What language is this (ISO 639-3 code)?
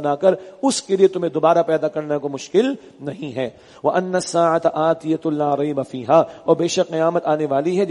urd